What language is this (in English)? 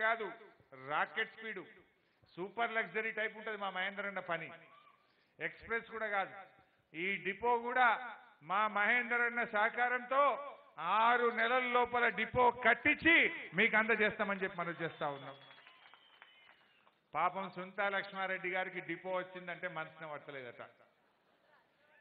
Telugu